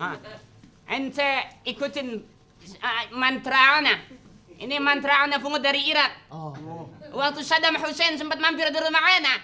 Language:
Betawi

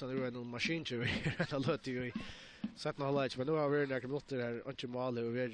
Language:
Faroese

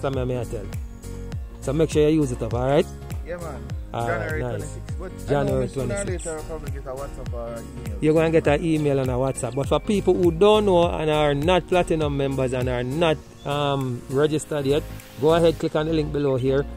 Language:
Jamaican Creole English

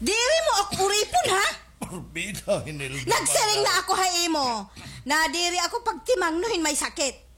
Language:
Waray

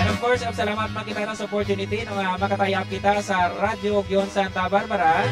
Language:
Hiligaynon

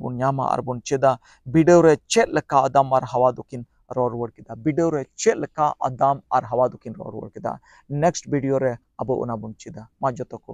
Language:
Santali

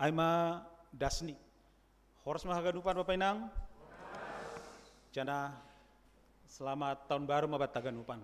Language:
Batak Simalungun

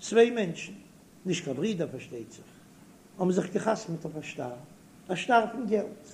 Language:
Yiddish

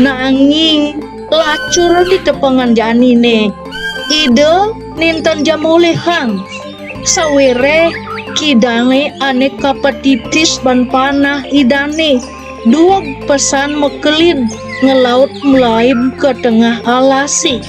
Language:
Balinese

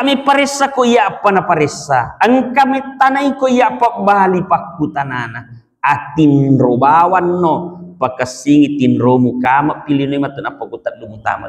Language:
Buginese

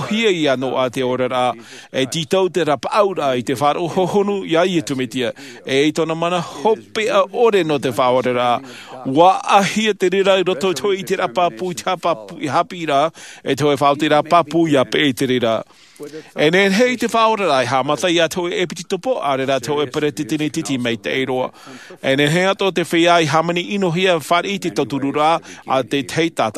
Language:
Tahitian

